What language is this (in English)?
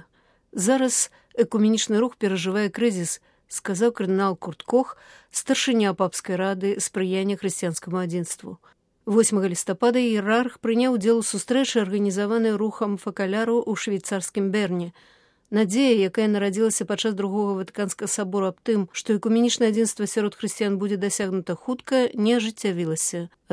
Belarusian